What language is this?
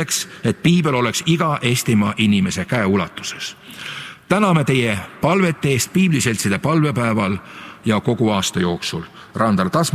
Estonian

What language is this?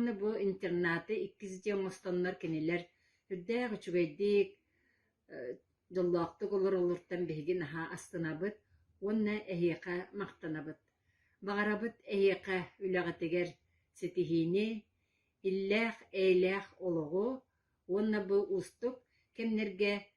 Yakut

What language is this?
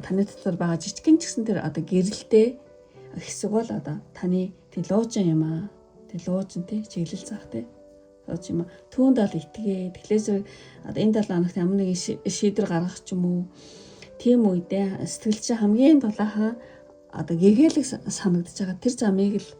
Mongolian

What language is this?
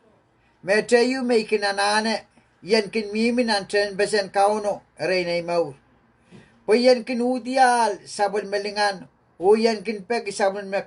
Pohnpeian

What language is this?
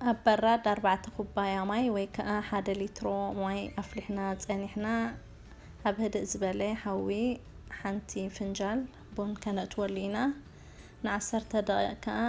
Tigrinya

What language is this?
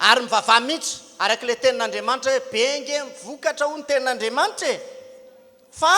Malagasy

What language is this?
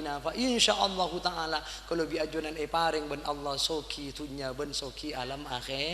Madurese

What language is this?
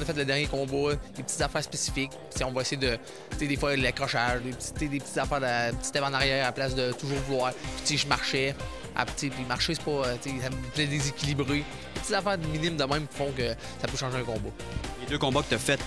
French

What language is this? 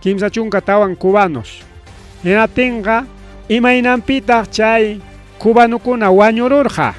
Ayacucho Quechua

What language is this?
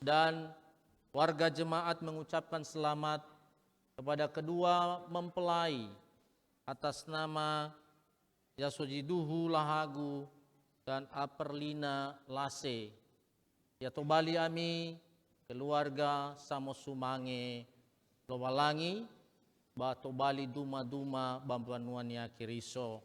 Nias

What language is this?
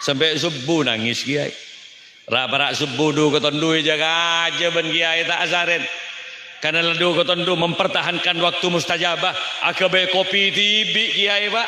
Madurese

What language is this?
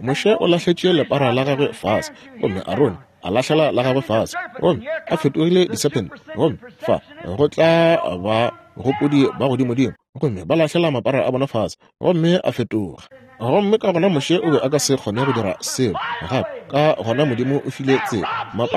Northern Sotho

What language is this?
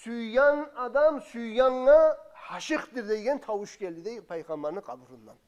Kumyk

